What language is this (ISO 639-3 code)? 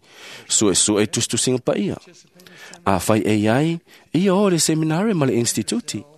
smo